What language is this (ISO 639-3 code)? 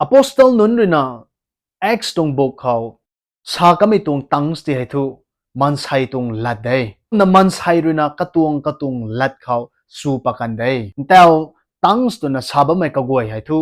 nbu